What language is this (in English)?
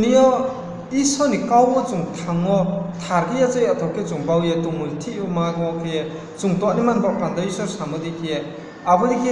Riang (India)